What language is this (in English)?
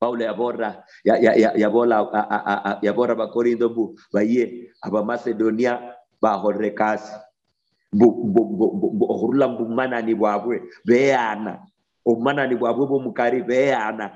Luyia